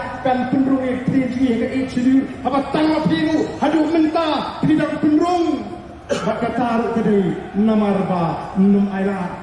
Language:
Khasi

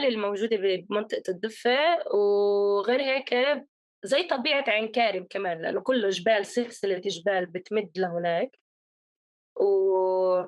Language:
North Levantine Arabic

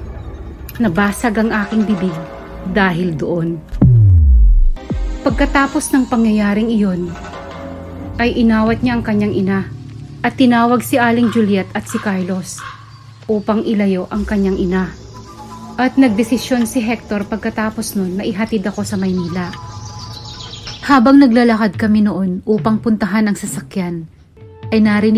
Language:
Filipino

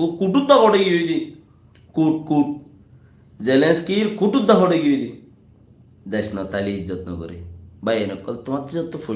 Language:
Rohingya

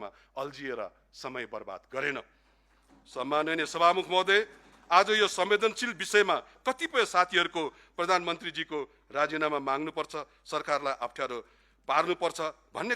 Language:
Nepali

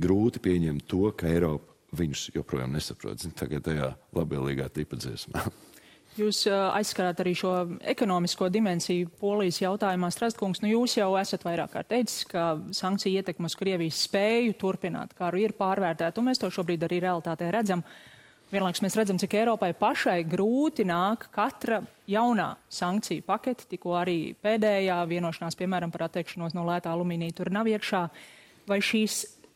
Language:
Latvian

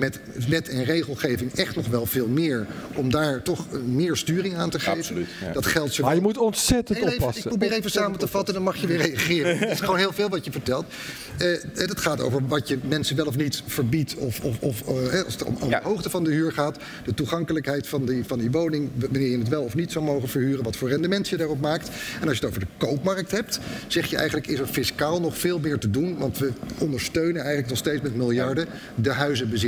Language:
Dutch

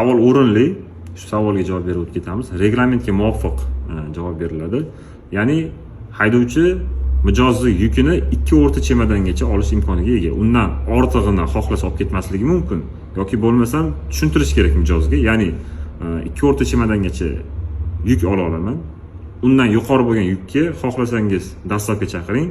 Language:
Uzbek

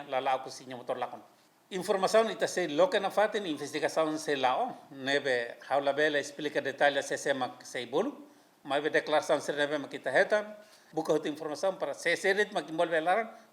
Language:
Tetum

